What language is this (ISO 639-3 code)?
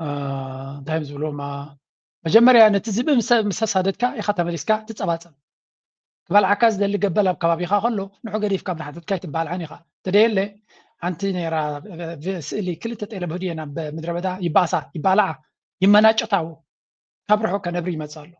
tir